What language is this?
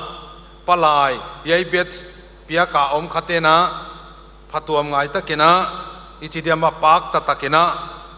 Paite Chin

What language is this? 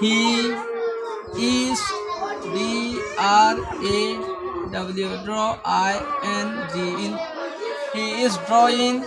Rohingya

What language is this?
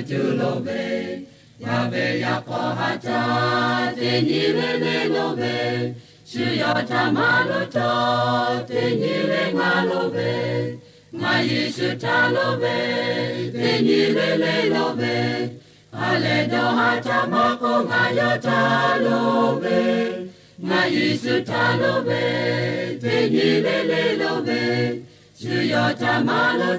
Lahu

